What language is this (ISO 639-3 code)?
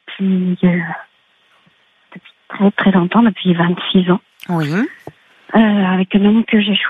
fra